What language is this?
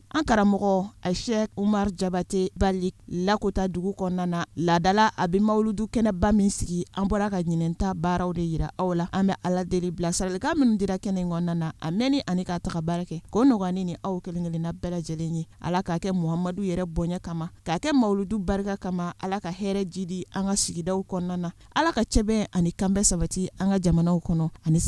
Bambara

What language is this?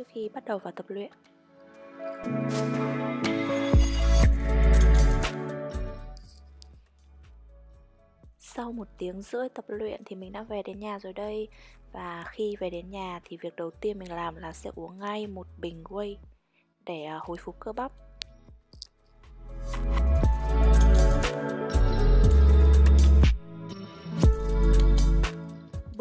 Vietnamese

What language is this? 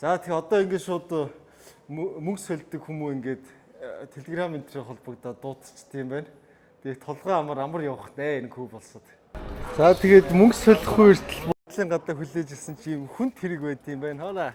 Mongolian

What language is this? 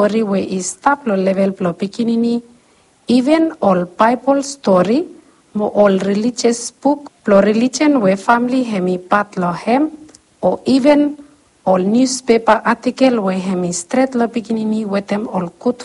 Bislama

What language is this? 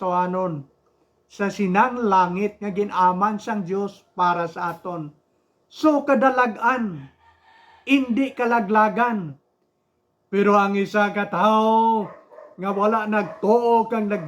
Hiligaynon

